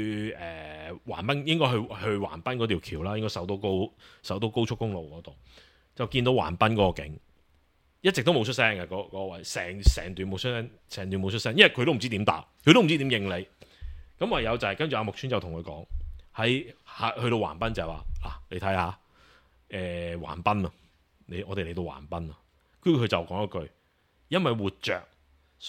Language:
Cantonese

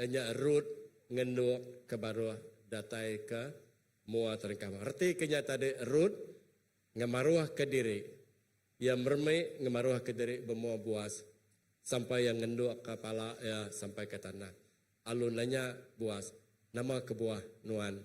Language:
Iban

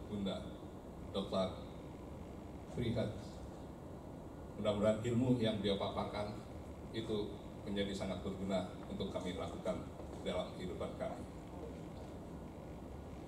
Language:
Indonesian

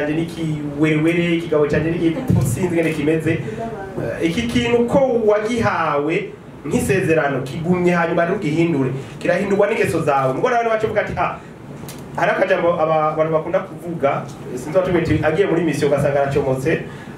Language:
Rundi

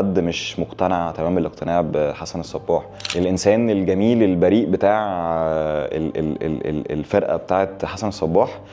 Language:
Egyptian Arabic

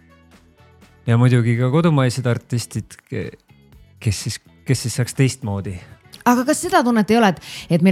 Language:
Estonian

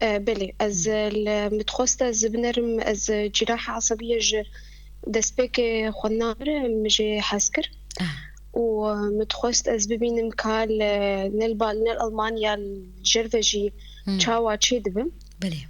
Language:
Kurdish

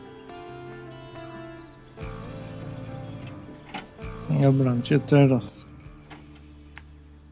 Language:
Polish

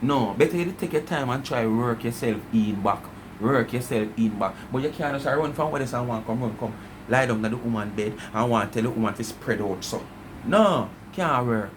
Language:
Jamaican Creole English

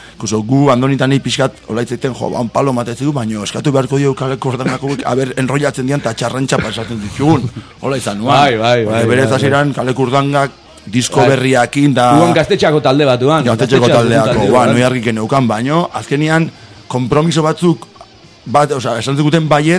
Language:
Basque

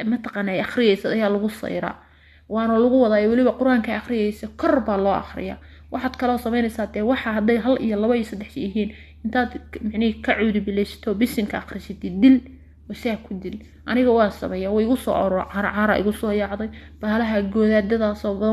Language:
Somali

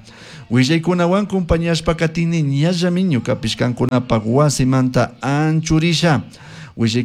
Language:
Chimborazo Highland Quichua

